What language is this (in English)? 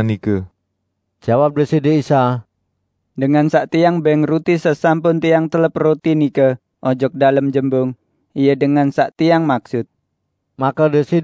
Sasak